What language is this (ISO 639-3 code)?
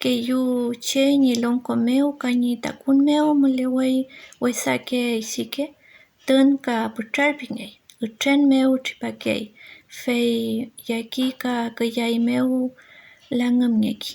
arn